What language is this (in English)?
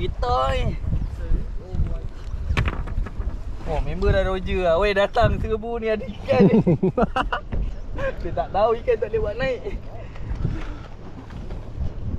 Malay